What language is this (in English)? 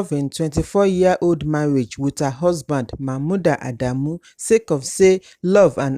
Nigerian Pidgin